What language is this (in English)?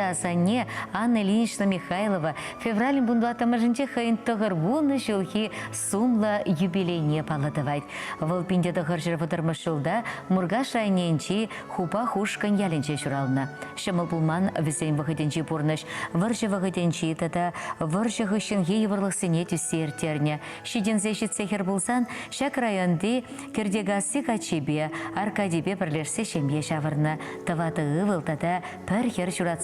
Chuvash